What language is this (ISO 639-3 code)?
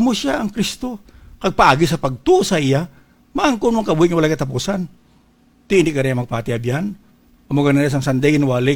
hil